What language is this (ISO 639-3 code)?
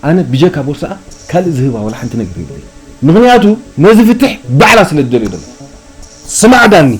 tir